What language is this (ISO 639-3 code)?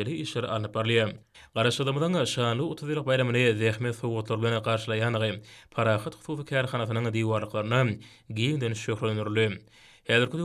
tuk